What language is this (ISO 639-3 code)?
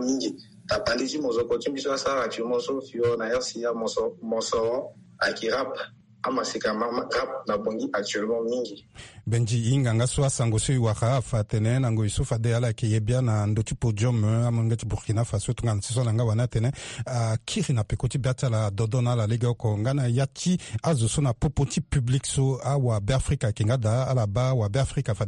sag